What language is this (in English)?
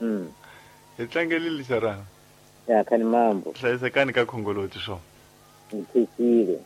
Tsonga